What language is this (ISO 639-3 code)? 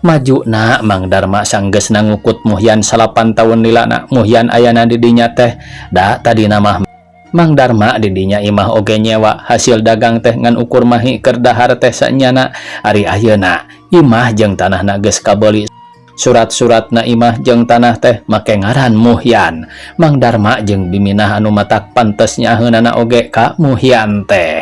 sun